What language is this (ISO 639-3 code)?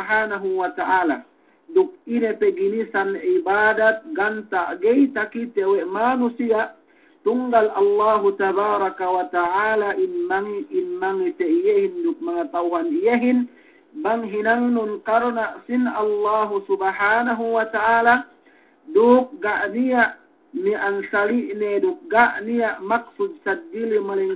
yka